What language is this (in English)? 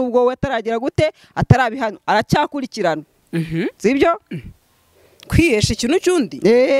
Kinyarwanda